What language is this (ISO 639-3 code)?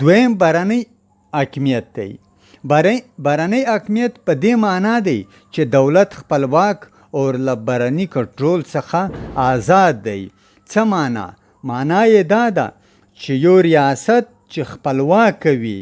pus